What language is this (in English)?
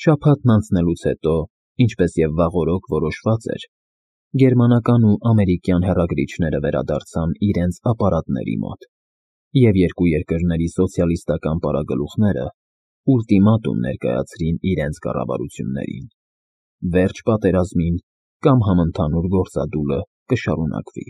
Armenian